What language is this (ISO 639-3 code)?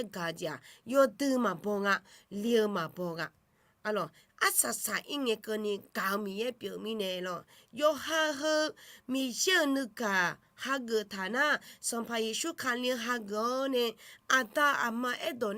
ahk